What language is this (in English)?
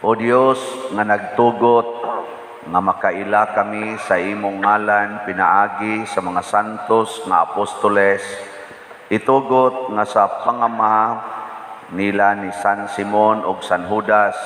Cebuano